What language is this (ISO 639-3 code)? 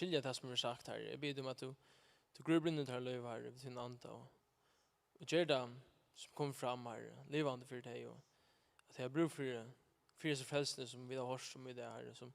fao